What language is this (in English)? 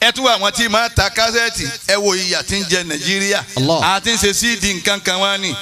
Yoruba